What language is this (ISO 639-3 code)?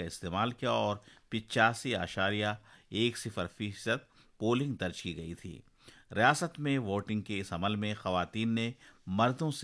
urd